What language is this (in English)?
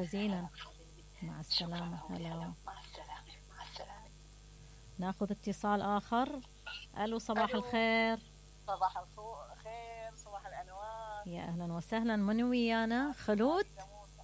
Mesopotamian Arabic